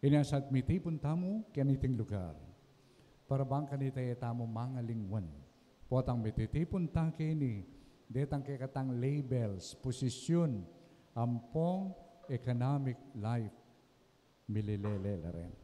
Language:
Pampanga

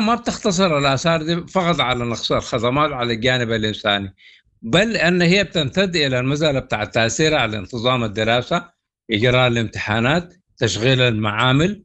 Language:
Sudanese Arabic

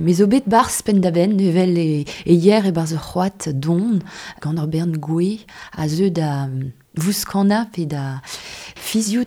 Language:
Breton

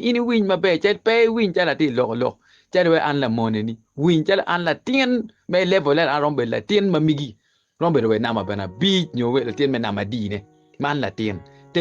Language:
Acoli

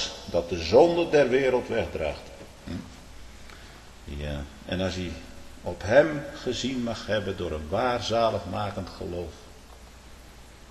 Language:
Dutch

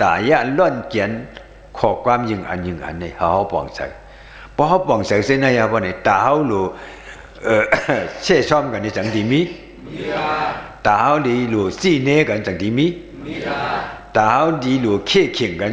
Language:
Shan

